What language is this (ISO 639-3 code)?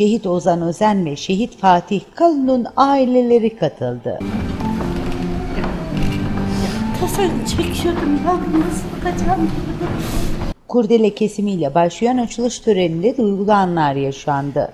tur